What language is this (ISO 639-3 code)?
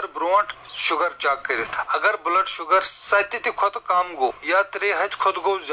kas